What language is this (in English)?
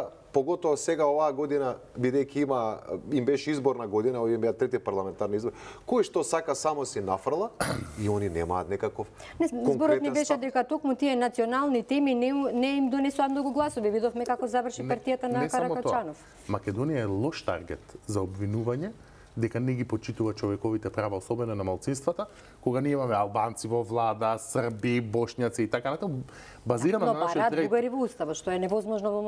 Macedonian